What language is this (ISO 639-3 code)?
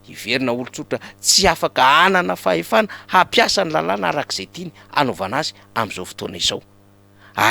mlg